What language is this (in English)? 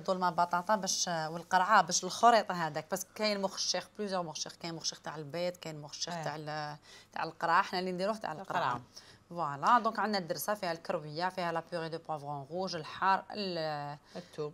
Algerian Arabic